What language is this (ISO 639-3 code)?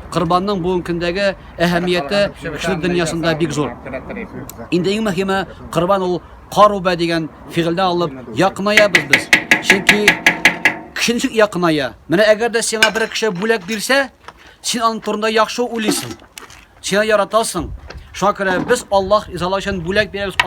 tat